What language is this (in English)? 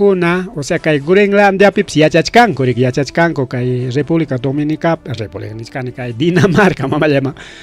Ayacucho Quechua